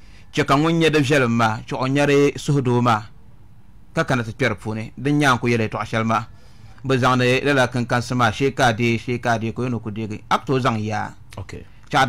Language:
Dagbani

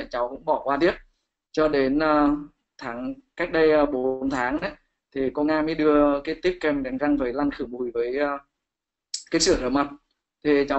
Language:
Vietnamese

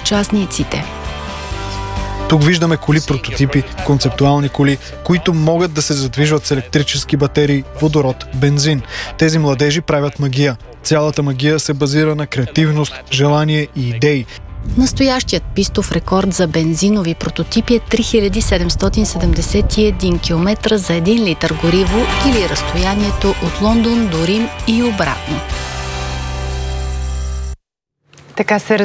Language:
Bulgarian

